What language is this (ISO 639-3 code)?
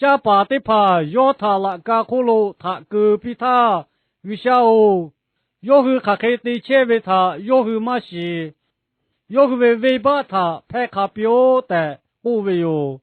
lhu